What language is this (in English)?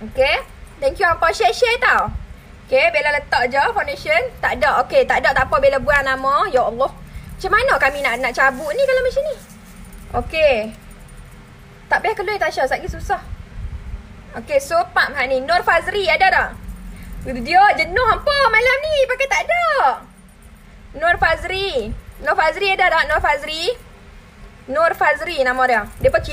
Malay